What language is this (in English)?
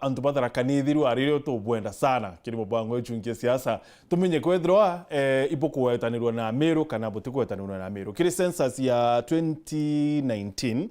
Meru